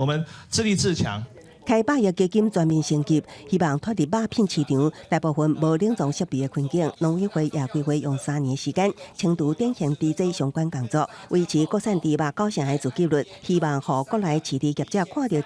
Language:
Min Nan Chinese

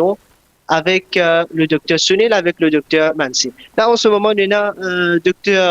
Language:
Morisyen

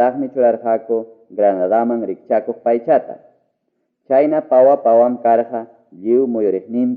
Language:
Ayacucho Quechua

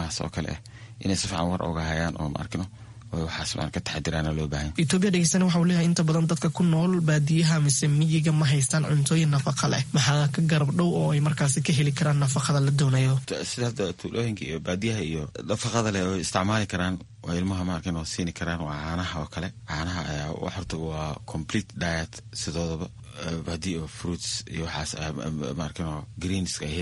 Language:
Somali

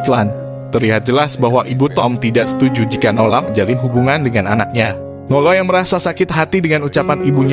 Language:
Indonesian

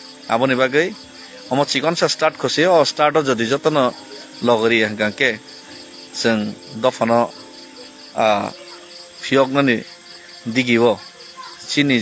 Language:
Kok Borok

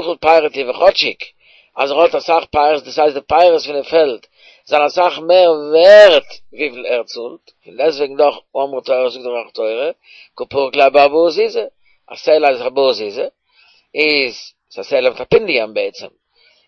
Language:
Yiddish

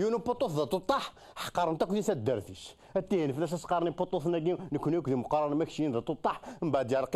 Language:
Kabyle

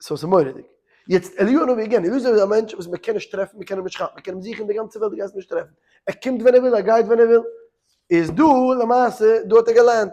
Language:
Yiddish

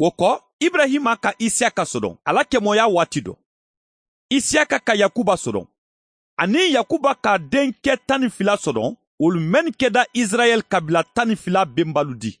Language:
Mandingo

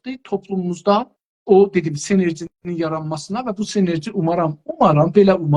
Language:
South Azerbaijani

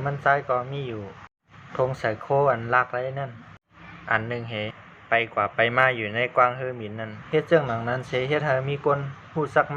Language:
Shan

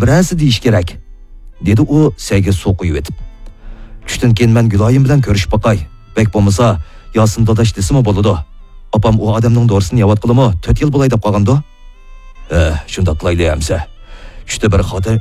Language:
Uyghur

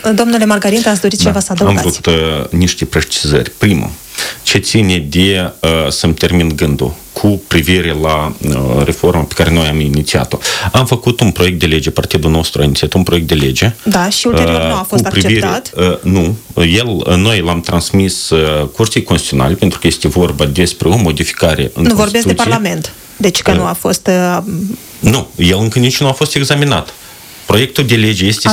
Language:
Romanian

